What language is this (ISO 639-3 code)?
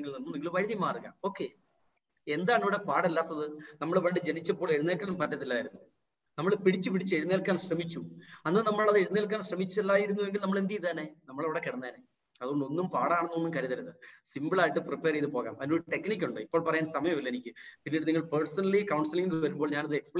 mal